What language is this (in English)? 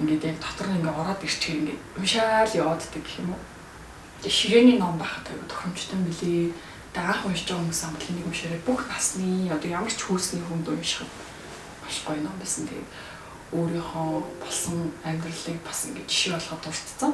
Mongolian